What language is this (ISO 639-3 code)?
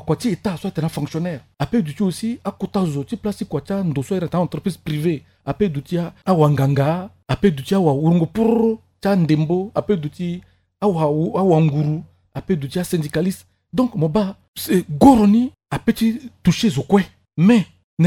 sag